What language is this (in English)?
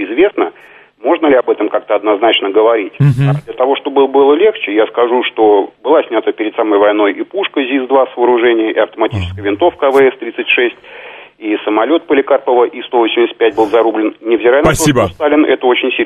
Russian